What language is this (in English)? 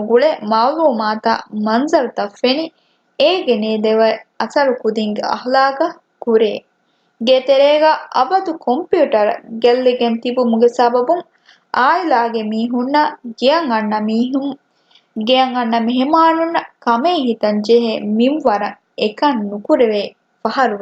Divehi